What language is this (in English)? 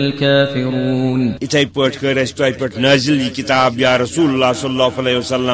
Kashmiri